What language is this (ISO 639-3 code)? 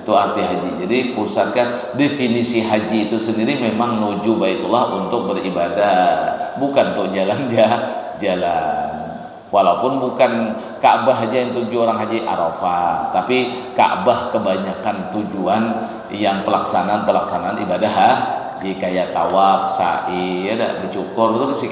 bjn